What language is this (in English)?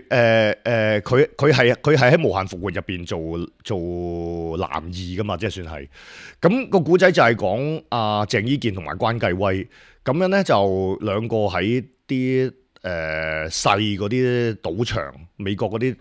Cantonese